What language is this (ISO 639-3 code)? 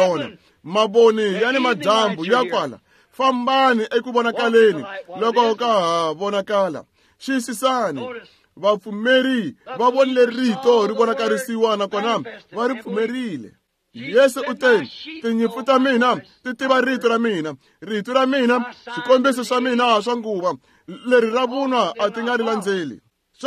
tso